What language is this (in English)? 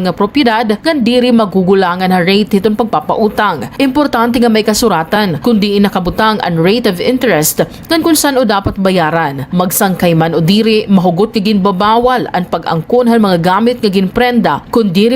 Waray